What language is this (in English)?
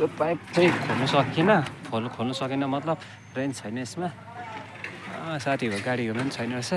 Nepali